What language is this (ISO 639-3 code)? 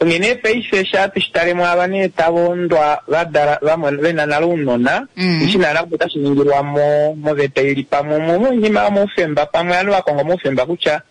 kua